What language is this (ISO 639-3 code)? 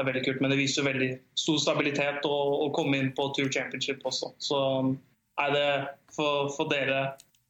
nor